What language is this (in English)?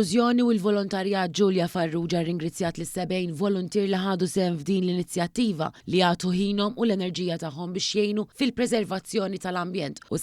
Maltese